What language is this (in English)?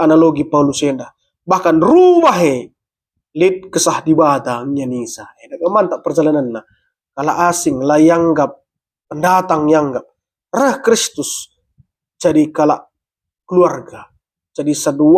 Batak Karo